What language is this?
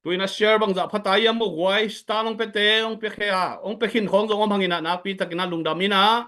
Tedim Chin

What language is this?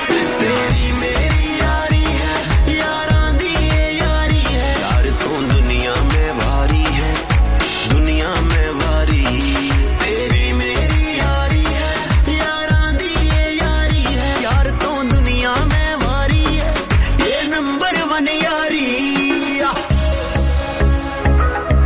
Punjabi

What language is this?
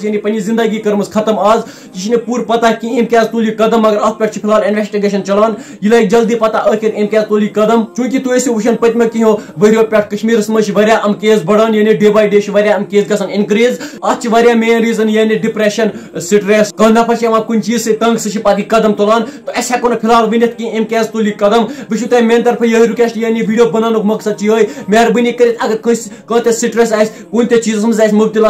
Kashmiri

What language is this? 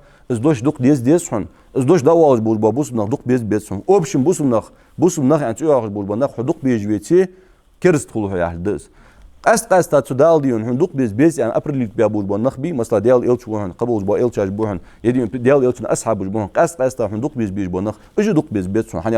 Ingush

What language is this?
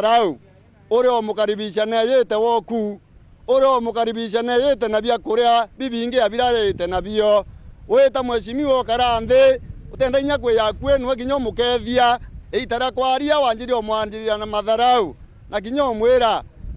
Meru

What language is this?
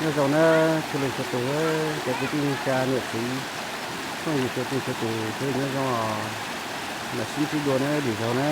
Hmong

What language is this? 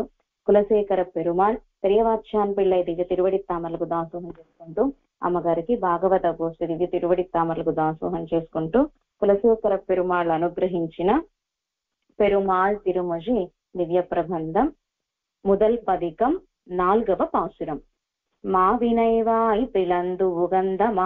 Telugu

